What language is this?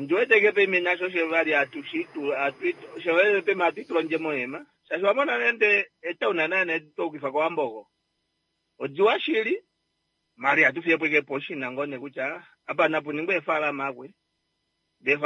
Kuanyama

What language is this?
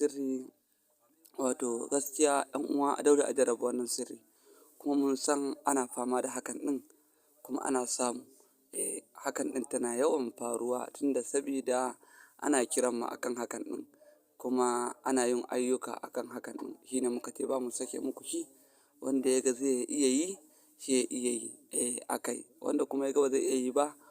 Hausa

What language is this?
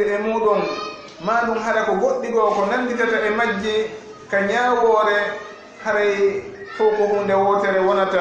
Fula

